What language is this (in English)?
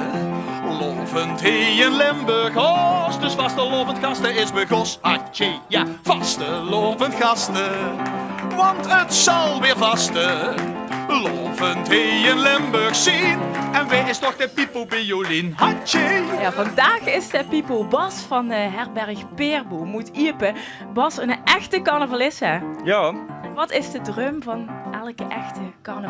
Limburgish